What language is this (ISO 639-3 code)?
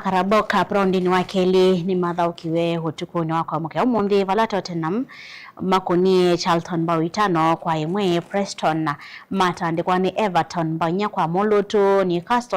kam